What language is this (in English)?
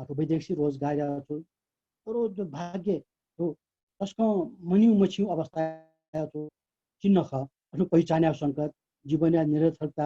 Newari